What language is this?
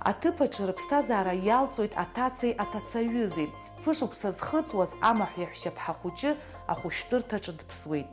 Abkhazian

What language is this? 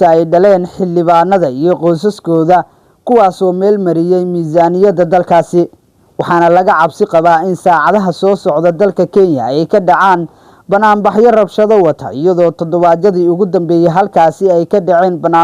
Somali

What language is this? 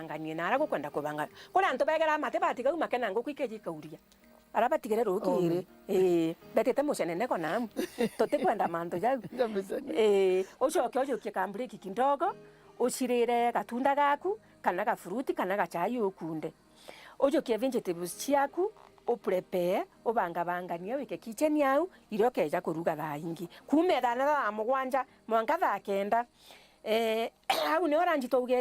Meru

